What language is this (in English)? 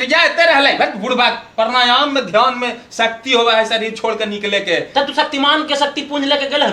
Magahi